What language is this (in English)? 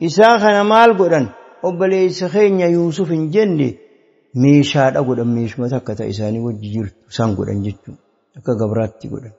Oromo